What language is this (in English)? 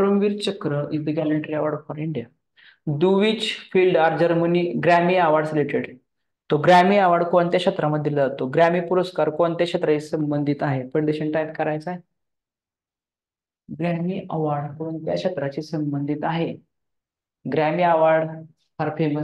Marathi